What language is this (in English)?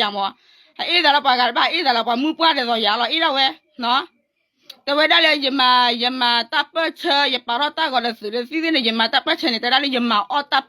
S'gaw Karen